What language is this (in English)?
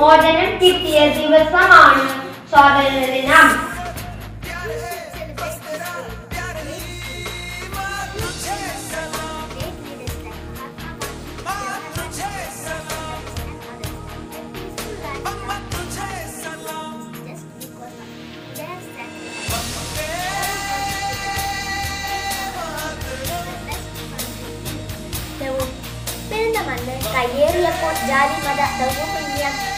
Malayalam